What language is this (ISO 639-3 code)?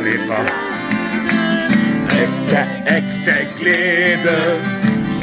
nor